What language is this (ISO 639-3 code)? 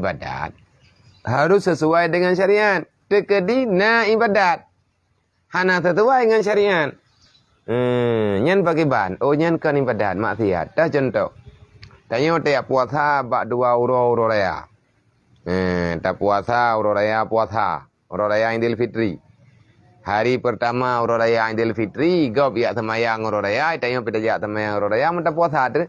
ace